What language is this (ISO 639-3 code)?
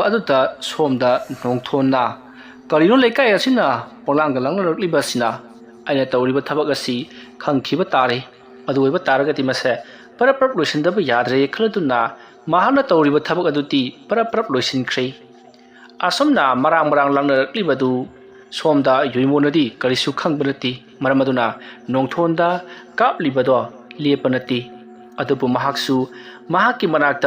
mni